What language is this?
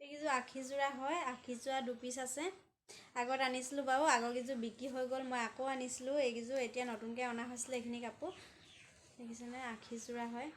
Assamese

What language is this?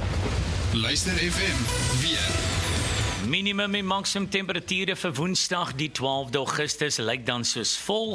Afrikaans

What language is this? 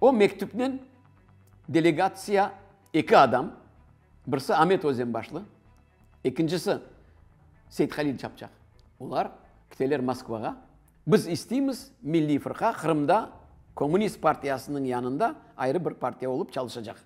Crimean Tatar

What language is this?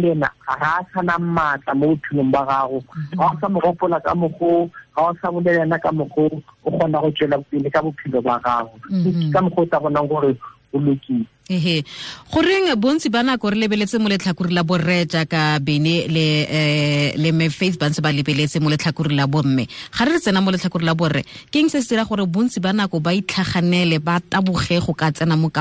Tswana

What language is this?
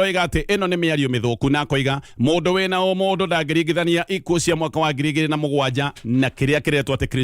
Kikuyu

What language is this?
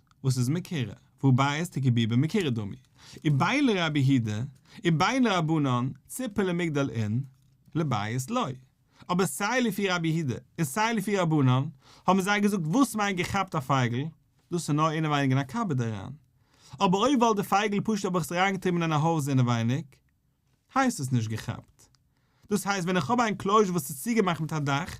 Yiddish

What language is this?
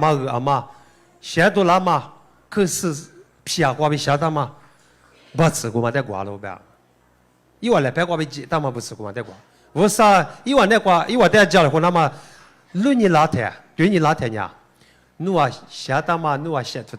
Lisu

